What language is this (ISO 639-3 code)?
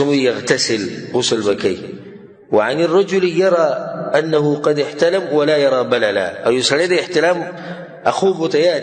pus